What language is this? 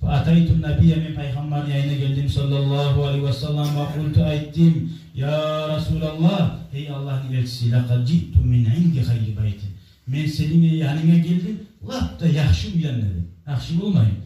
Kumyk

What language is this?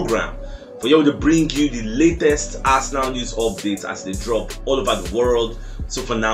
Nigerian Pidgin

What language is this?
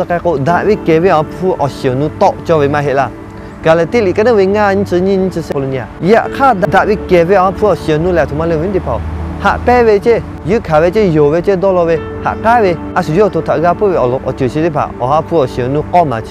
Lahu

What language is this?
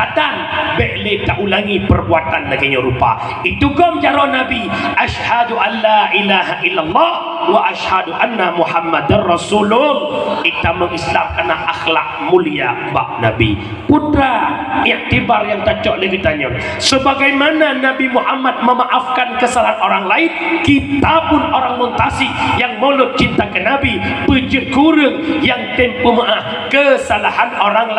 Achinese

